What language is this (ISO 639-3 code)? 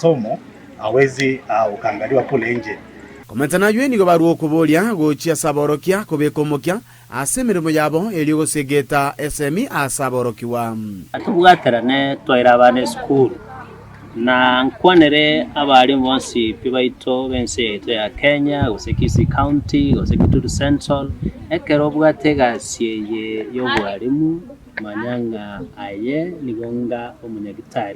guz